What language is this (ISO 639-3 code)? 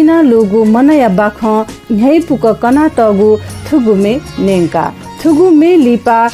new